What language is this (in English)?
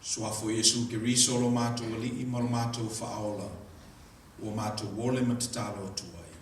Samoan